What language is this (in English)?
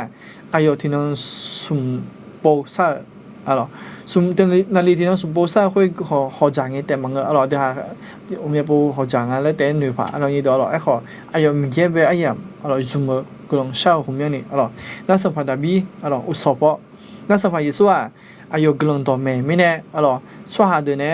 Akha